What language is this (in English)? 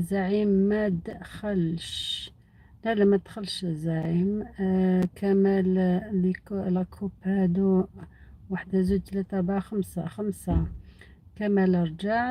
Algerian Arabic